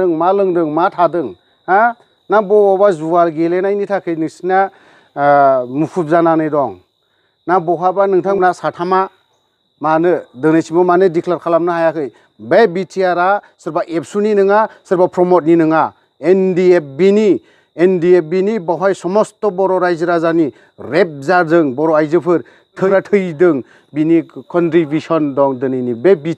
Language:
Bodo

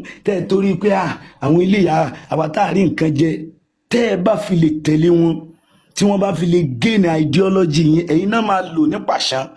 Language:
Yoruba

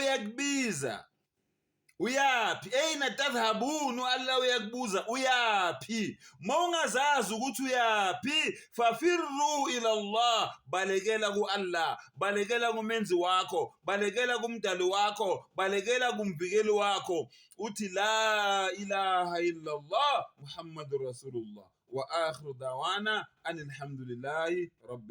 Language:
Zulu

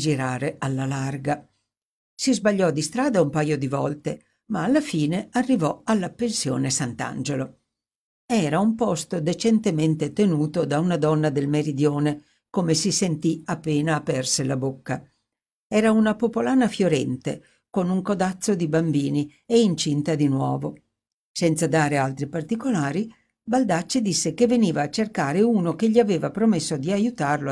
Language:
Italian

